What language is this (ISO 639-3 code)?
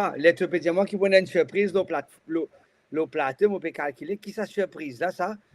mfe